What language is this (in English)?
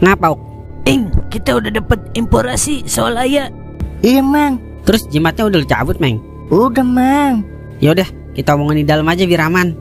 Betawi